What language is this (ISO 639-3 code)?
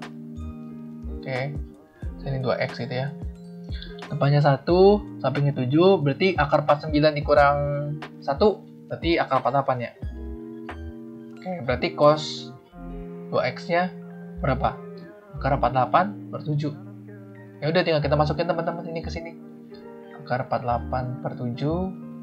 ind